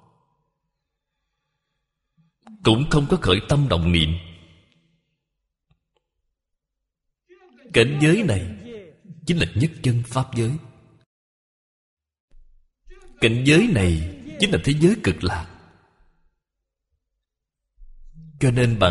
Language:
Vietnamese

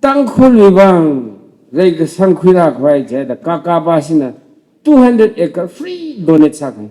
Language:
Tangkhul Naga (India)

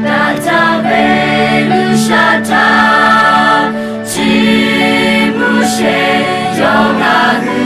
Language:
Lahu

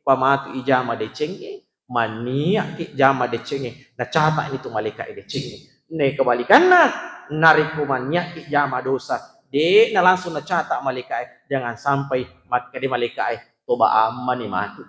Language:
Buginese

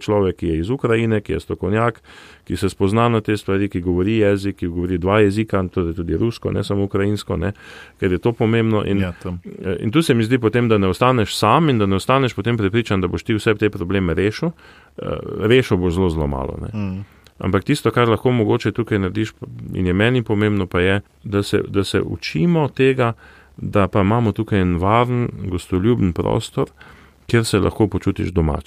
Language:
Slovenian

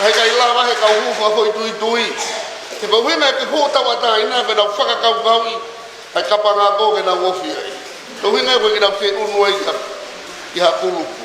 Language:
Tongan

